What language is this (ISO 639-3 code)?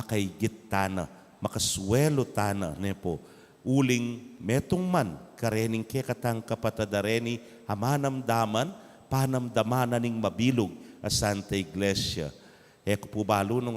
pam